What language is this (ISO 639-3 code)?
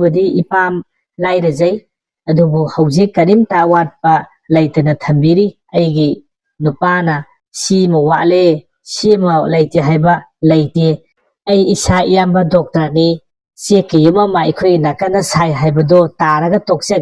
mni